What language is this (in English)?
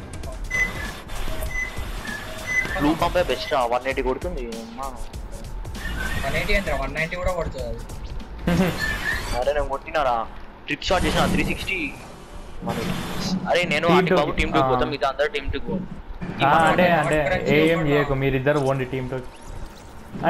Telugu